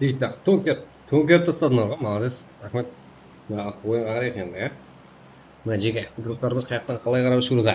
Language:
Kara-Kalpak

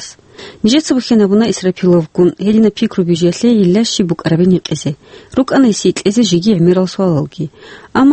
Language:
Avaric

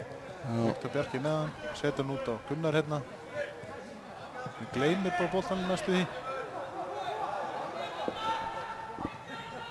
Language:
Icelandic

